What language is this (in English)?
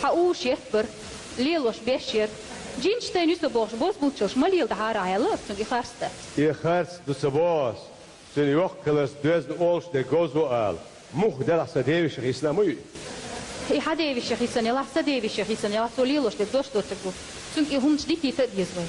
Chechen